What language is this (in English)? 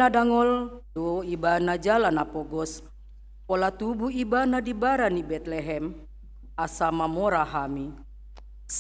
Batak Toba